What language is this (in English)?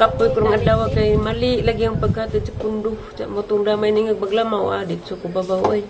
Cebuano